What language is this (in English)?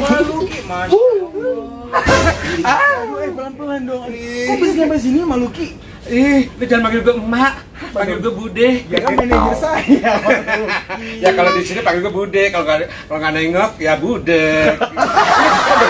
Betawi